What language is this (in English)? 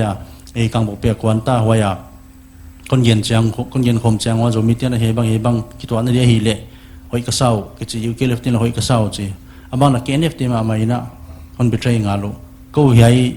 Paite Chin